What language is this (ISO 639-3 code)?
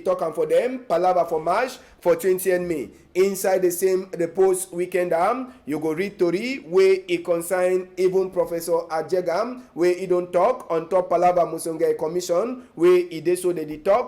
wes